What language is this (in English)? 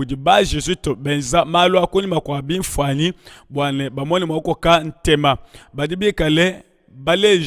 Luba-Lulua